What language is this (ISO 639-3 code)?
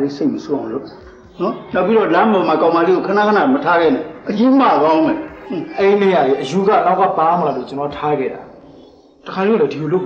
mya